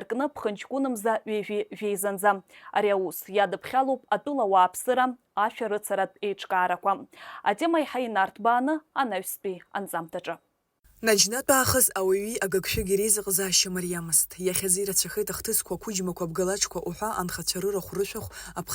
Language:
Abkhazian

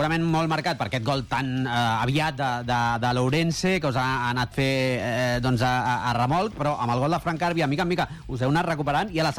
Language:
Catalan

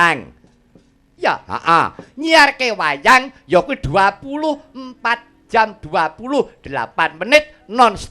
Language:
Javanese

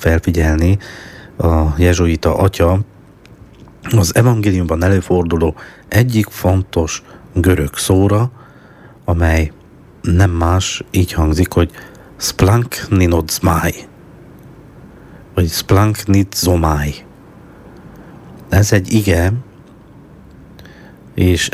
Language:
Hungarian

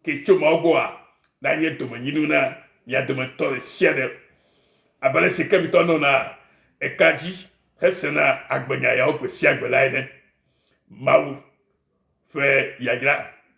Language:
Ewe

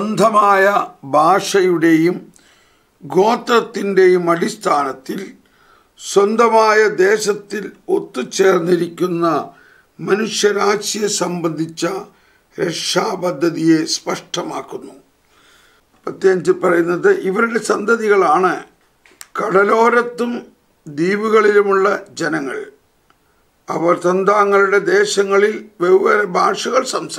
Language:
Malayalam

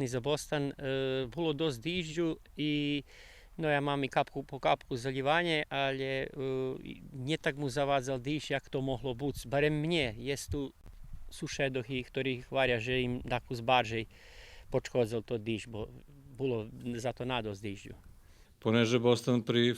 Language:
Rusyn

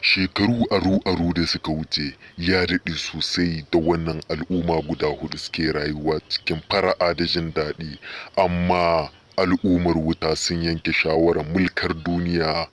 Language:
Hausa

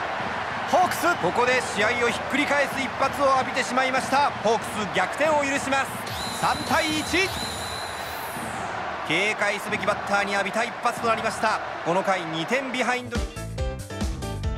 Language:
Japanese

